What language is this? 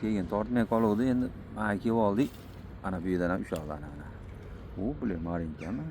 Uzbek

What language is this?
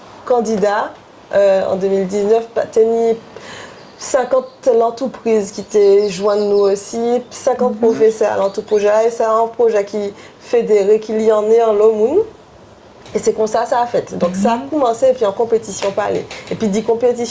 Guadeloupean Creole French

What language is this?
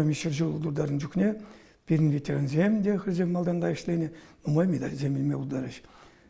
Chuvash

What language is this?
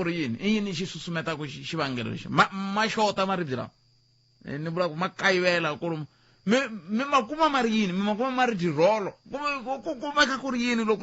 Tsonga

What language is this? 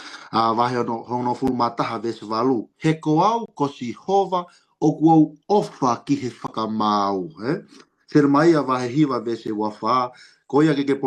Tongan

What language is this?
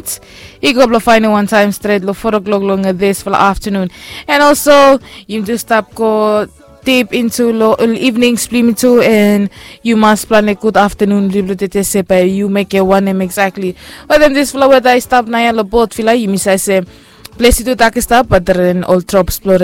Bislama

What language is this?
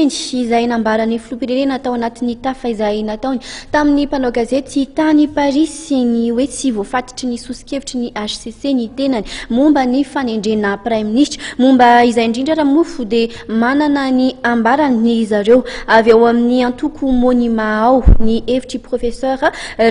Malagasy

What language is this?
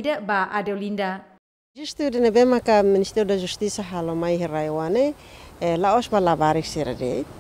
Tetum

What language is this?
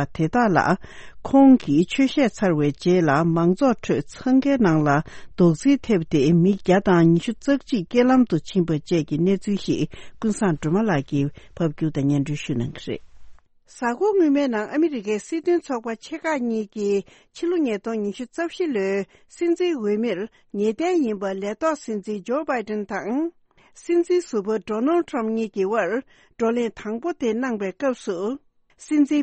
Tibetan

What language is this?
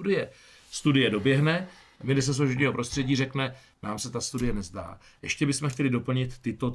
Czech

